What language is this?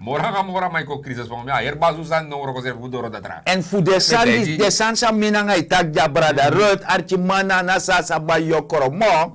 Sranan Tongo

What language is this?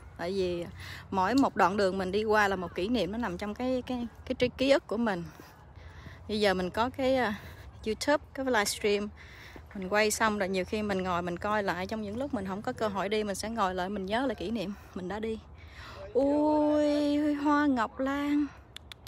Vietnamese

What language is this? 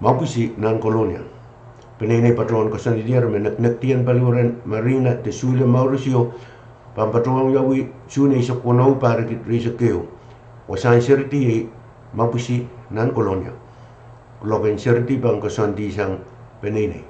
Pohnpeian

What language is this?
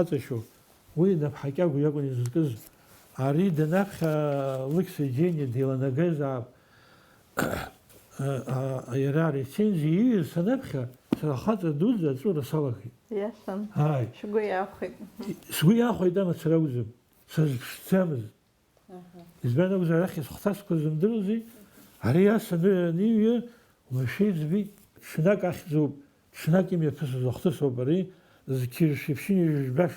Abkhazian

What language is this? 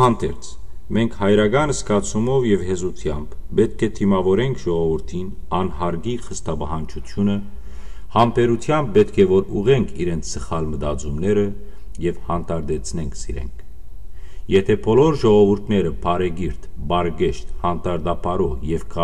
Western Armenian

